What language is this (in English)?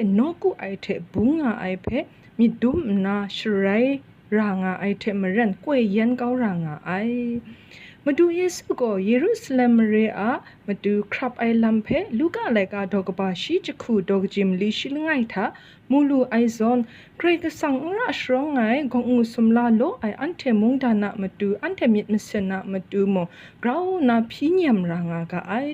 Kachin